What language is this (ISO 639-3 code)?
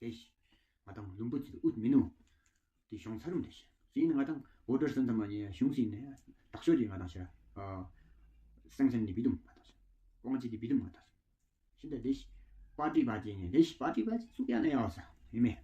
twm